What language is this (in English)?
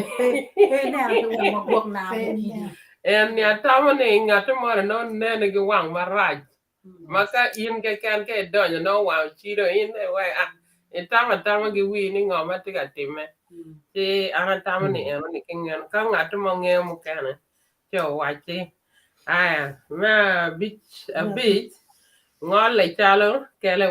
Acoli